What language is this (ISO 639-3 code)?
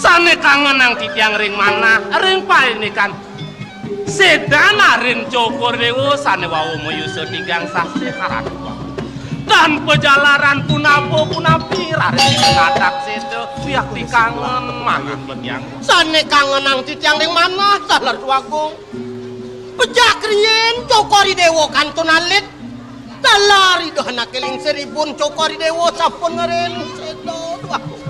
ban